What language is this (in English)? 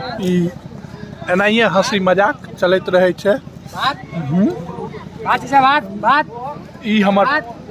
Maithili